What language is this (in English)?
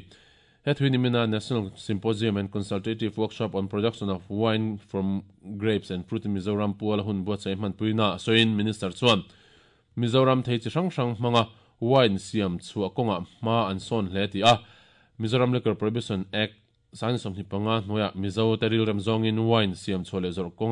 Mizo